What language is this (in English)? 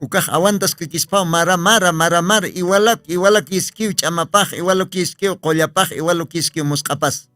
Aymara